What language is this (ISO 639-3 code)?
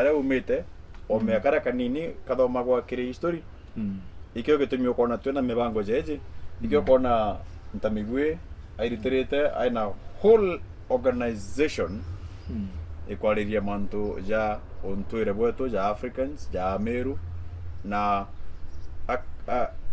mer